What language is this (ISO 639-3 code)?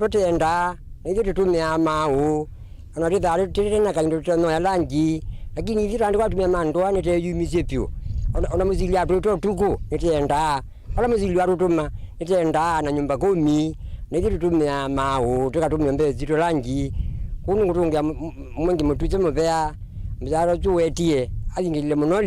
kam